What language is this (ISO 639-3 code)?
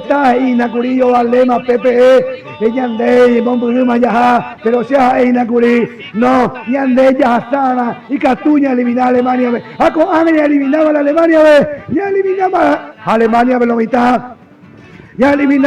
grn